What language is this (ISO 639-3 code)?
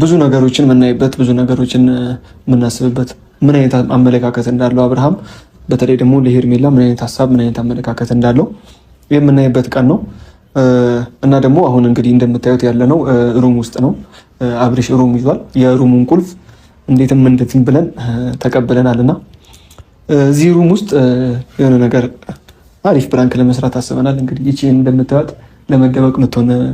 amh